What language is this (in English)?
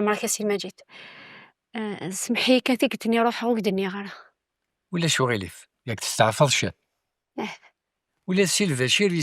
Kabyle